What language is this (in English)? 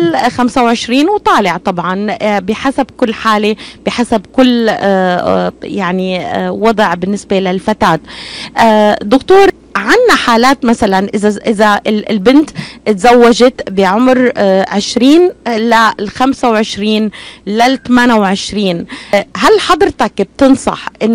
North Levantine Arabic